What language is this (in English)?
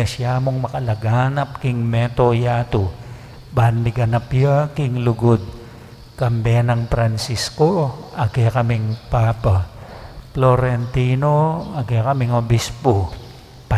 Pampanga